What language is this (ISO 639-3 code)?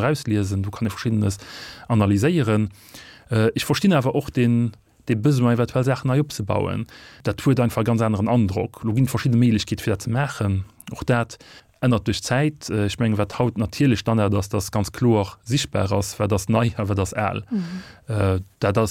ltz